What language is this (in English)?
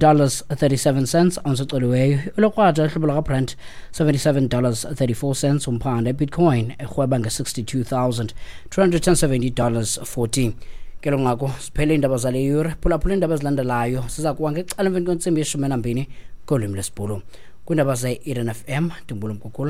Xhosa